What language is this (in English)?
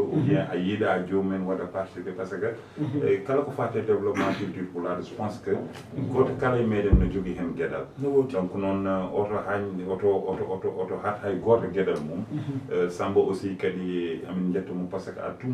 Fula